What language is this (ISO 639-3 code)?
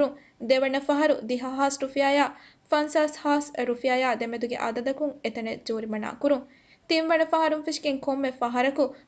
div